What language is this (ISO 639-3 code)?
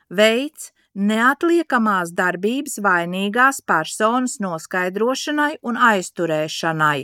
lav